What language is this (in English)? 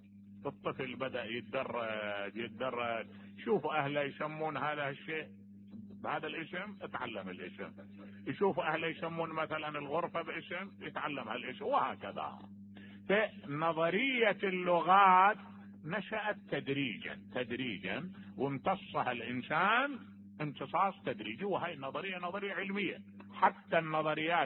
Mesopotamian Arabic